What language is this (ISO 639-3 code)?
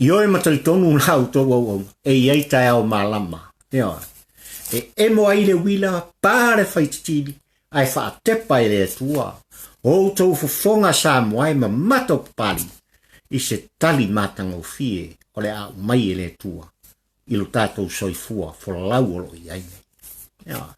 smo